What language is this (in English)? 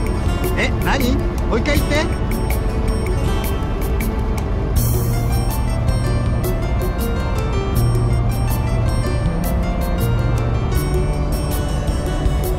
Japanese